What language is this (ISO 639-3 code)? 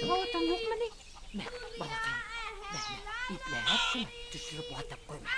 bak